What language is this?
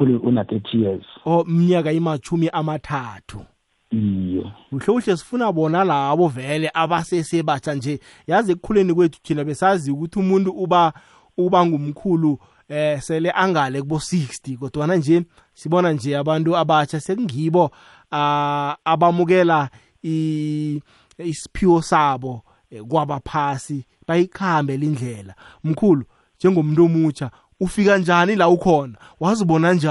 South Ndebele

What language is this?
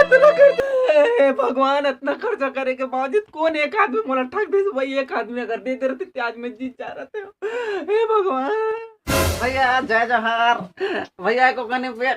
Chhattisgarhi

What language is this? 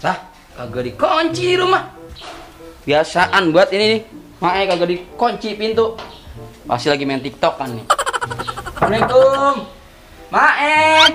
Betawi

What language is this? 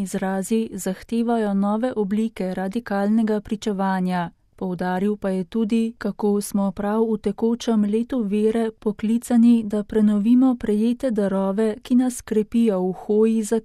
Slovenian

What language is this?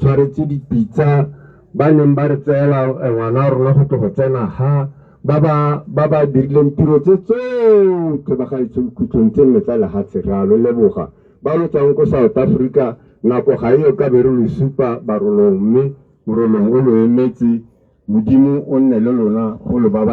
Tswana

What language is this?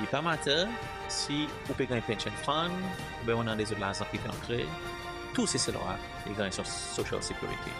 Seselwa Creole French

